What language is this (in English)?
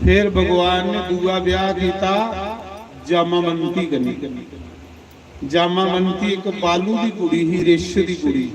Dogri